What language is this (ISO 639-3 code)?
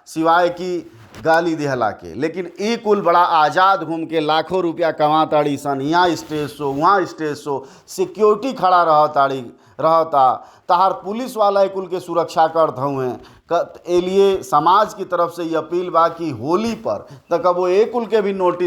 bho